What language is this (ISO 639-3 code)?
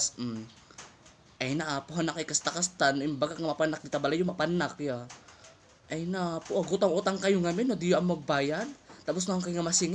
ilo